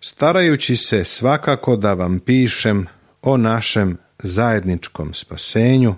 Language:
Serbian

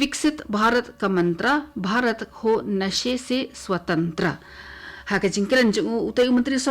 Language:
Khasi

